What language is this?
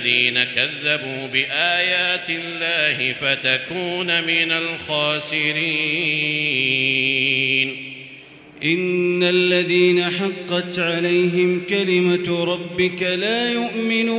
Arabic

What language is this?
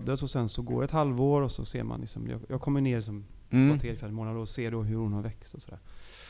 Swedish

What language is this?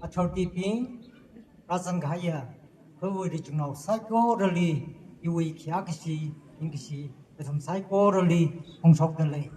Tangkhul Naga (India)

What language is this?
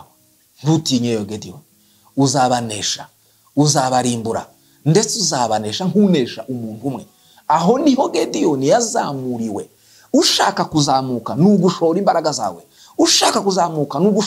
Kinyarwanda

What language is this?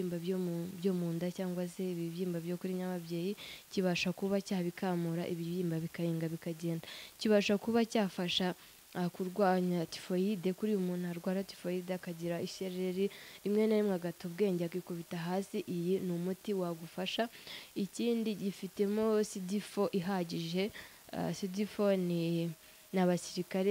Kinyarwanda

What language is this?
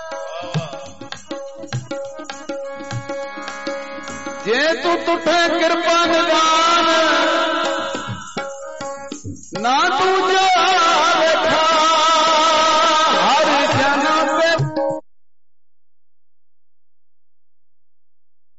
Punjabi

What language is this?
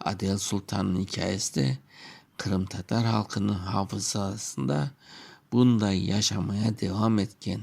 Crimean Tatar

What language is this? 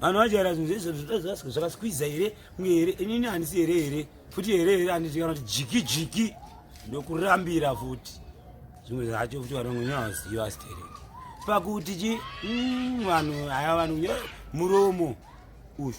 Shona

